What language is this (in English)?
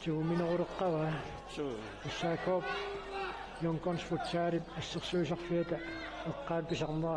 Kalaallisut